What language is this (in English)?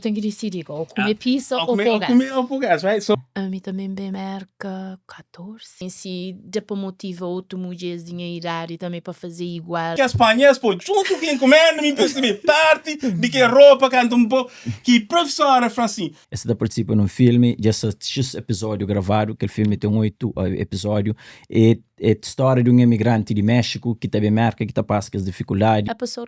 Kabuverdianu